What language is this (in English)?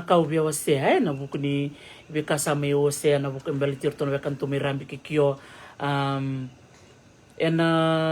Fijian